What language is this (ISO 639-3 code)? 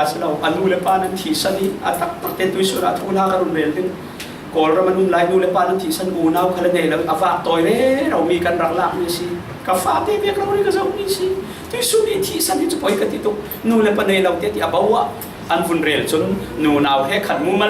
cfm